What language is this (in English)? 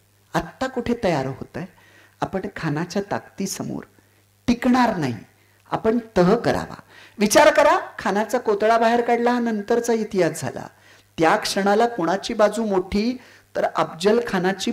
Marathi